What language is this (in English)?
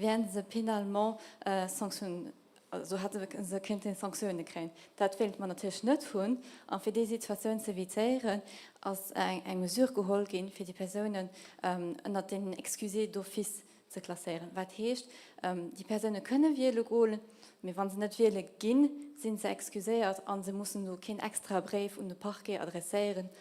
Luxembourgish